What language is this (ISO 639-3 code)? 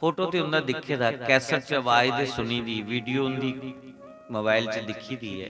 doi